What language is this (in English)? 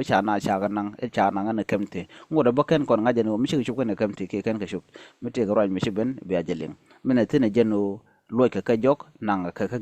Nuer